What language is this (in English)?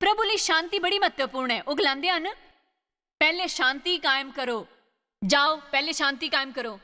Dogri